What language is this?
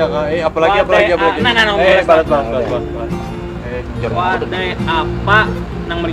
Banjar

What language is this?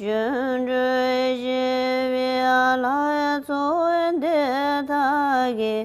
Tibetan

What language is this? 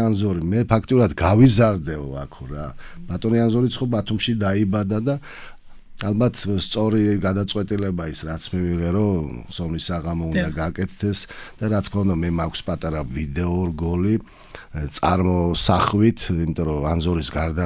Georgian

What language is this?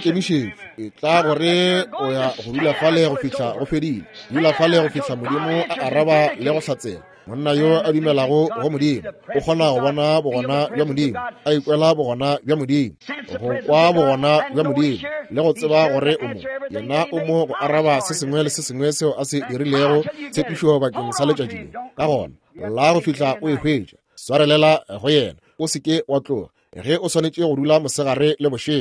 Northern Sotho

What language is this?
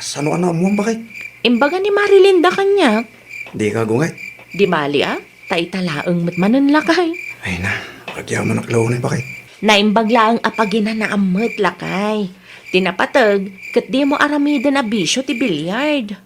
Iloko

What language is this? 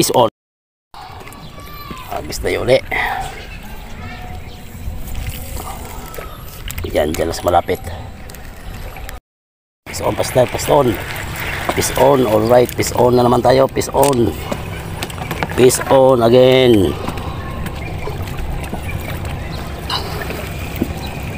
Filipino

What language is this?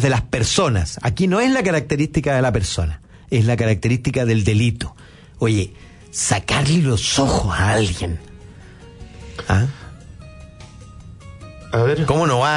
Spanish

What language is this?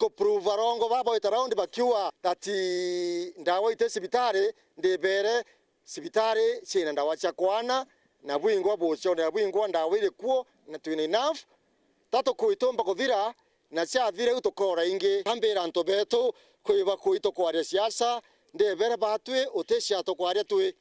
Meru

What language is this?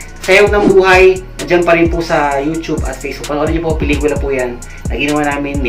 Filipino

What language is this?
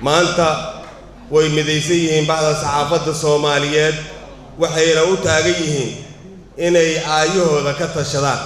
Somali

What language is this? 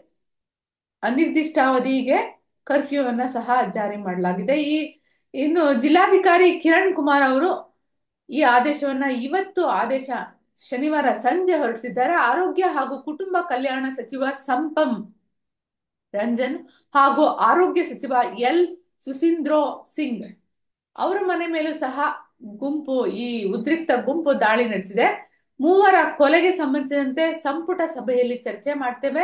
Kannada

